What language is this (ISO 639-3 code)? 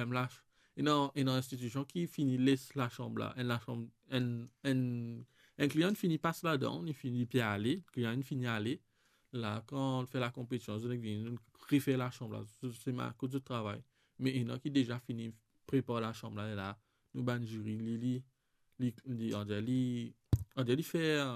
mfe